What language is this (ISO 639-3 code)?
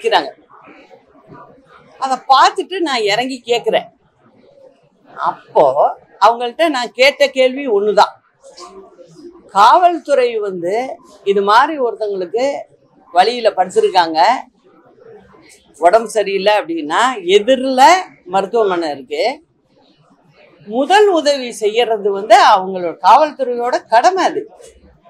tam